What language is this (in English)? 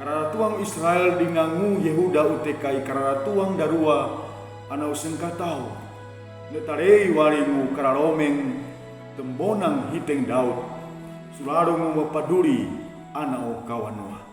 Sangir